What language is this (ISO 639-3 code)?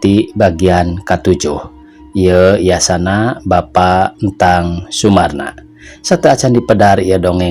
sun